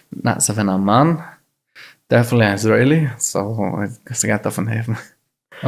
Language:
Yiddish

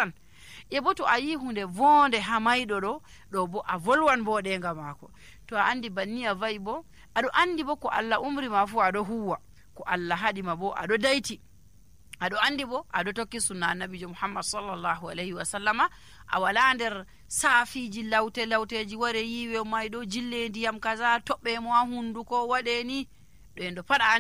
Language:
Nigerian Fulfulde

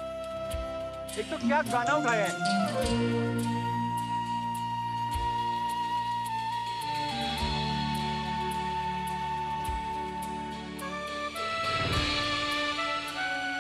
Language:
Hindi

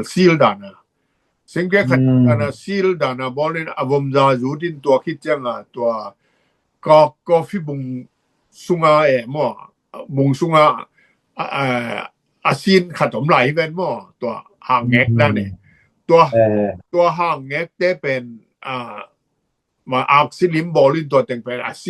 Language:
Tedim Chin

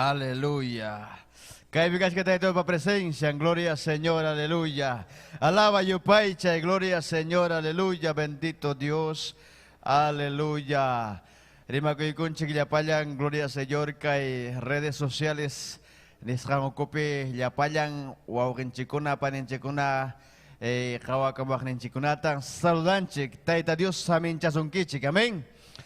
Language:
Ayacucho Quechua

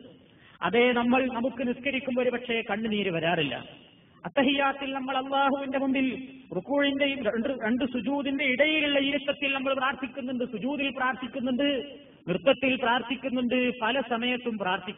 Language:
Malayalam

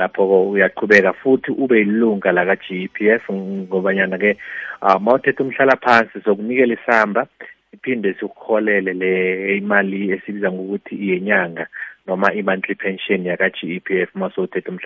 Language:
South Ndebele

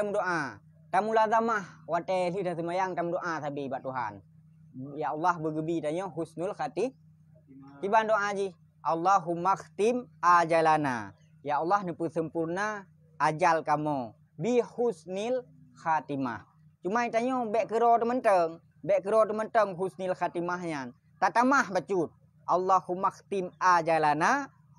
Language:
Achinese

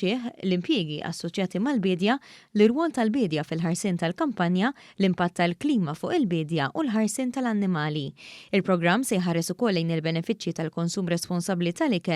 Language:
Maltese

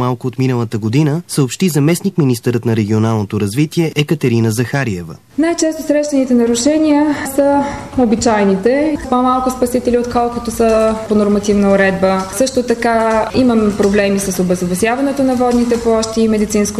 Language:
Bulgarian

